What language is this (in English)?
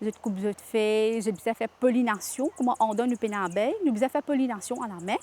Morisyen